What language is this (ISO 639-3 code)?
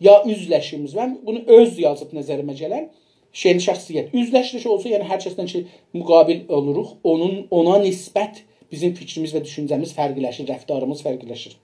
azb